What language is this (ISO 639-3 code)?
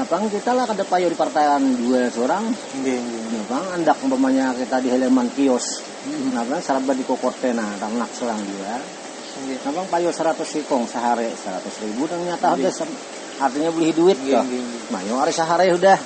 bjn